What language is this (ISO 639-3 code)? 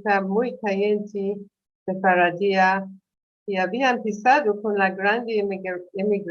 lad